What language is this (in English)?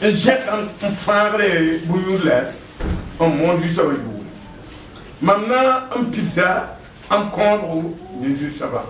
Mossi